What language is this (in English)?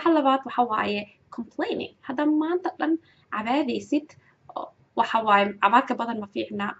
Somali